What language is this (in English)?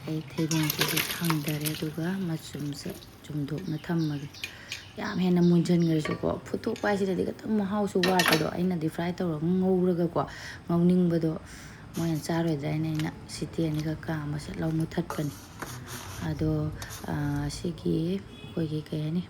Manipuri